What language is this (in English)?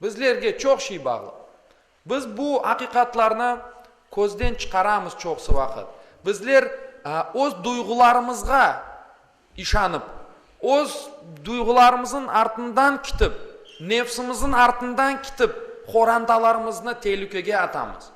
Crimean Tatar